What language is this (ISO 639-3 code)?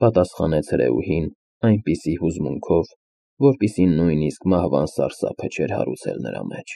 hye